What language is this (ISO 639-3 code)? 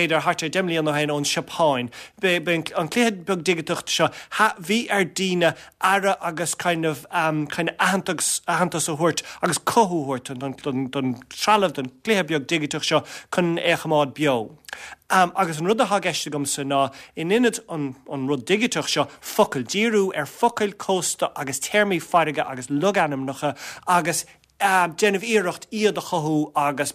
gle